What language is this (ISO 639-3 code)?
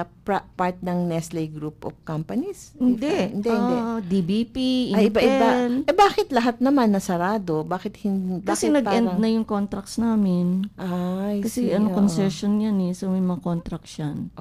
fil